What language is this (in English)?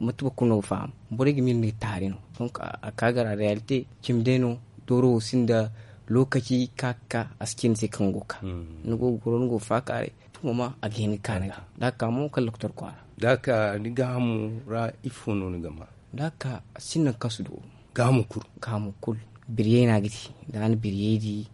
Zarma